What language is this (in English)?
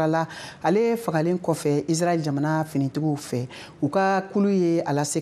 Bambara